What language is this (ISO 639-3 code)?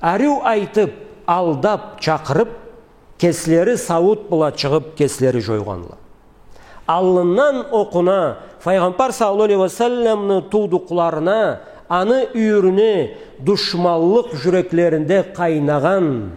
krc